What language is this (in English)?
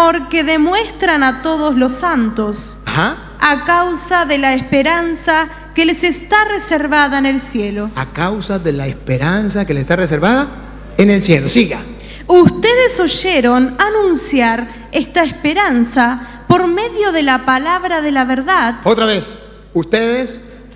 Spanish